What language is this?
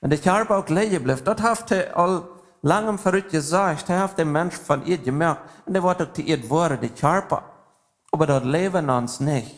Plautdietsch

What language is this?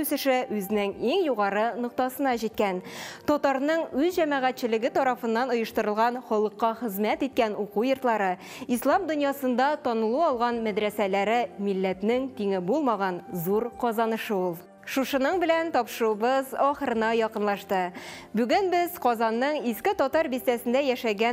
Tatar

